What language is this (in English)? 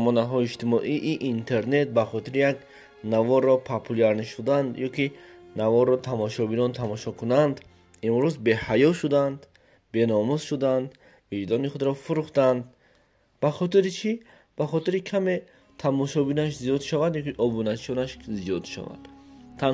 Tajik